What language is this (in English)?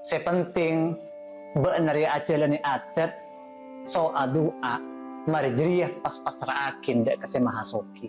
Madurese